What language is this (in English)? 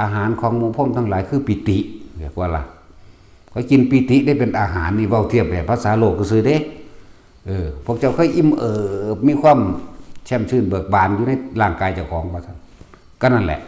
Lao